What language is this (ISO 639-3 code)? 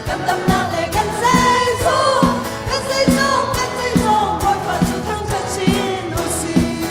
cnh